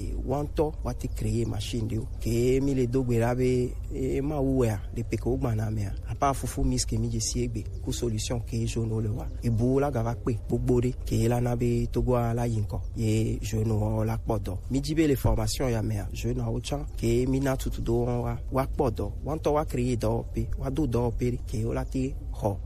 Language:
Gen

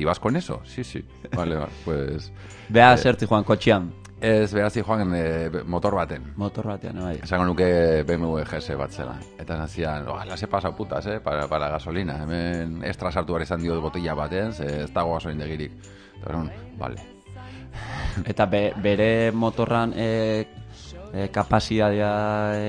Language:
Basque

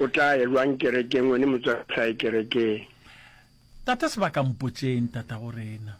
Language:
Northern Sotho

